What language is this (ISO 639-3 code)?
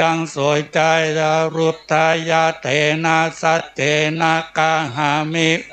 pli